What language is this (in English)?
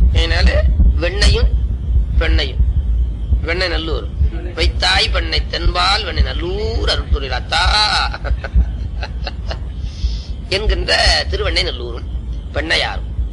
Tamil